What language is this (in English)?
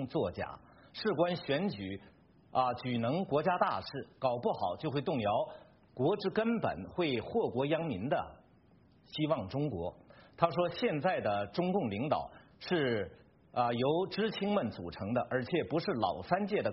Chinese